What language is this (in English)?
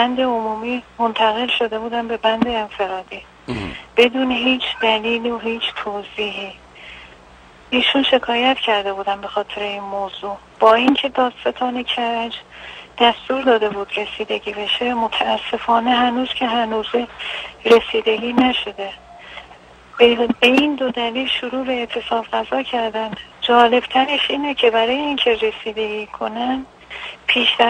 Persian